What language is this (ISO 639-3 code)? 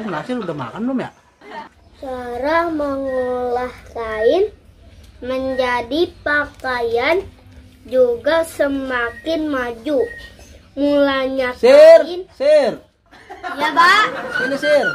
bew